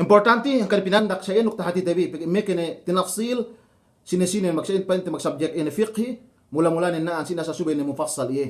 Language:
Yakan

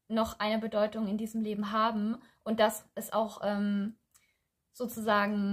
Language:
German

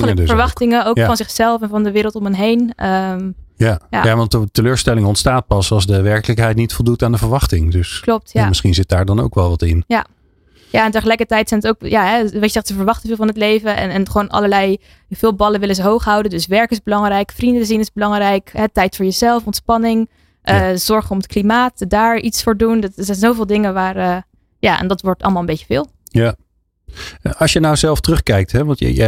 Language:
Dutch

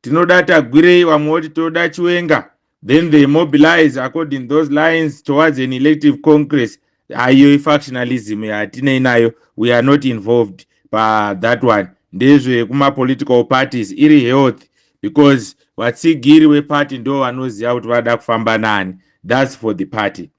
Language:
Shona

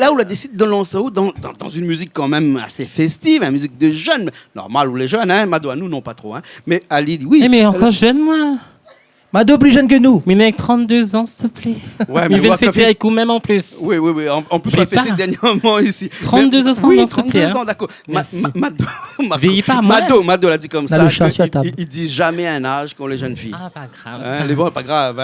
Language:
Réunion Creole French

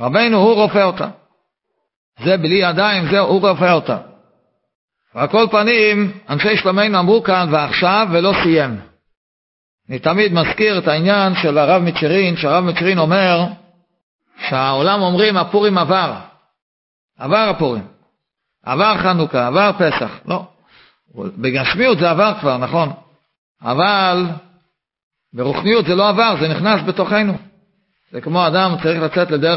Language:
Hebrew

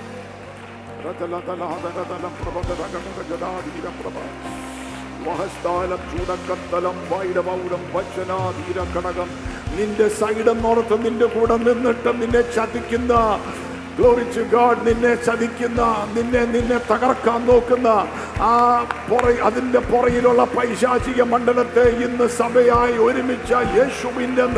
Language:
Malayalam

